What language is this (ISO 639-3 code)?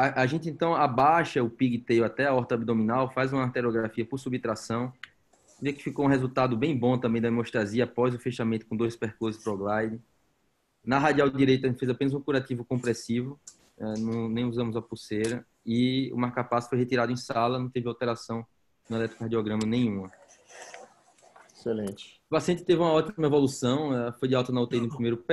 por